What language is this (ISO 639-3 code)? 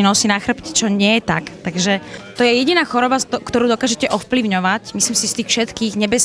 slk